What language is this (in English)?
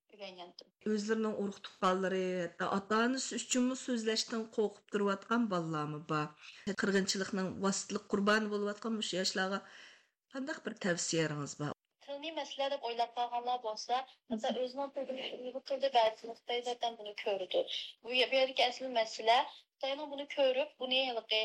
Uyghur